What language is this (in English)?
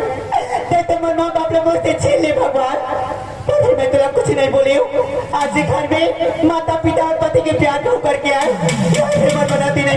Chhattisgarhi